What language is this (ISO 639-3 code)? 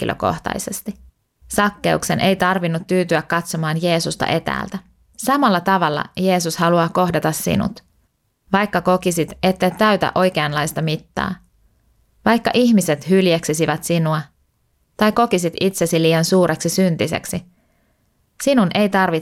fin